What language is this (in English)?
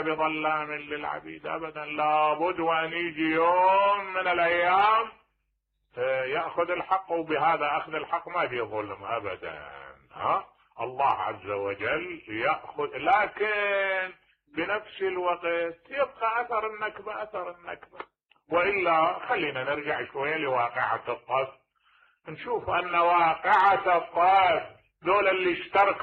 Mesopotamian Arabic